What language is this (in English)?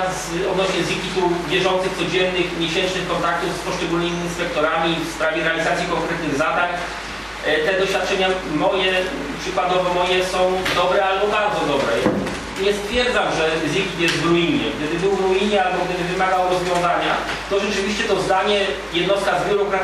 Polish